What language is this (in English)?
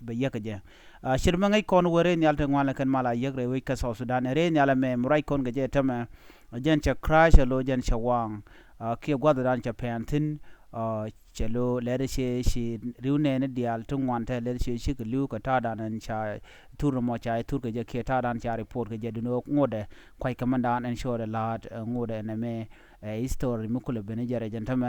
Nuer